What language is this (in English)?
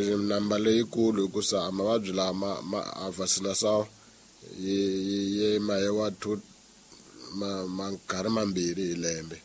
Tsonga